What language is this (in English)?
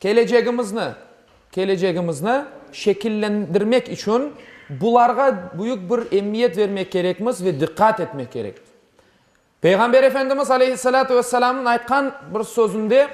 Crimean Tatar